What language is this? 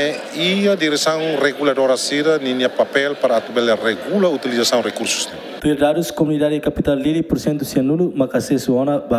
Tetum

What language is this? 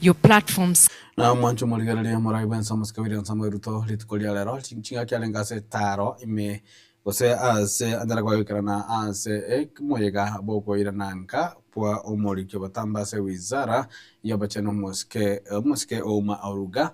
Gusii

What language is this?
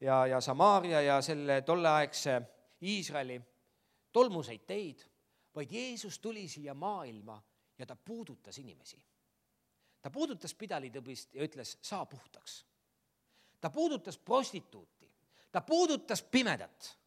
Estonian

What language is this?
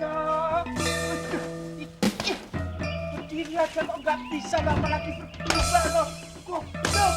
Betawi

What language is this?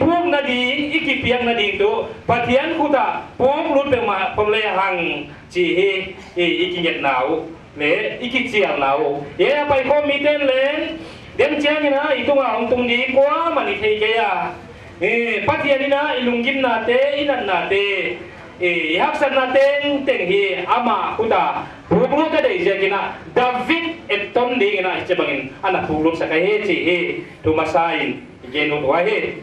Paite Chin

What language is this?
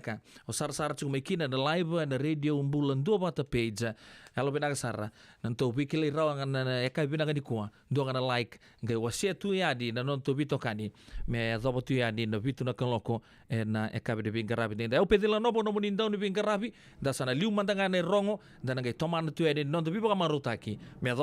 Fijian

